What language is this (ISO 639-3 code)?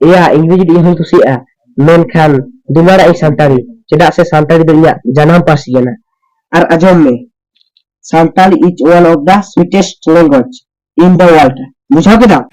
sat